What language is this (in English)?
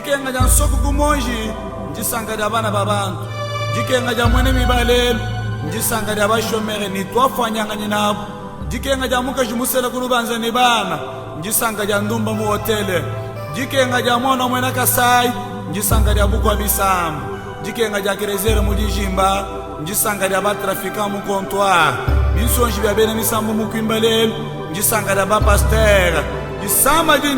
Luba-Lulua